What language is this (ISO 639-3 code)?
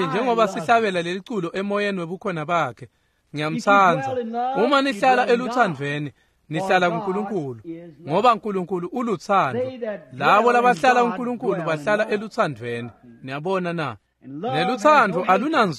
ssw